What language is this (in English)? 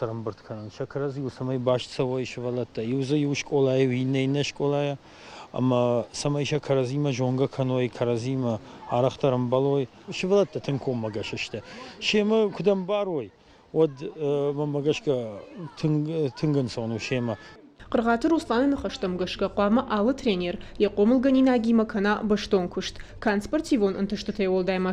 Ossetic